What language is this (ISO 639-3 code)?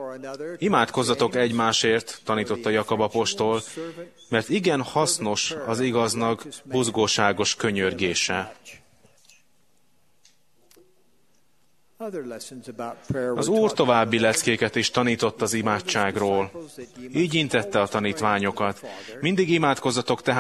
hun